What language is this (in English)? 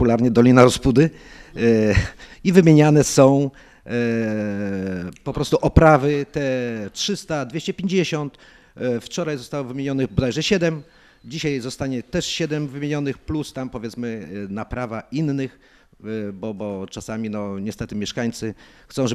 Polish